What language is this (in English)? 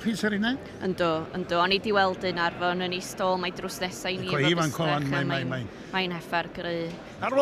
Welsh